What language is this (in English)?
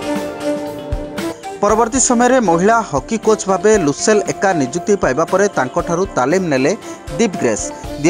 Odia